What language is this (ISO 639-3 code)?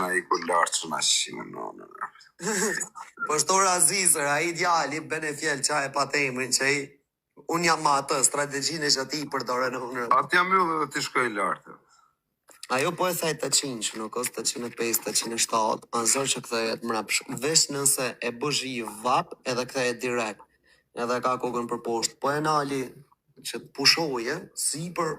sqi